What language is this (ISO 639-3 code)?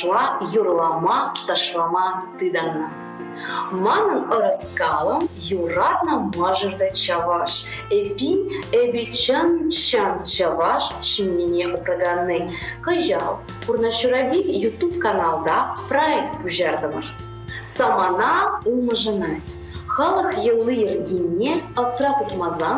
chv